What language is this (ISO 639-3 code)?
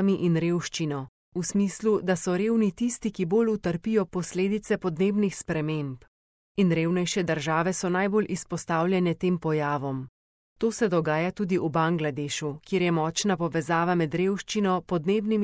slv